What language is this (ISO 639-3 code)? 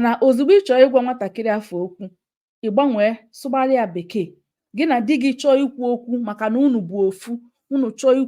ibo